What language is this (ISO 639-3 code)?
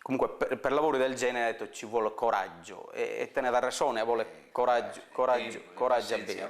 srd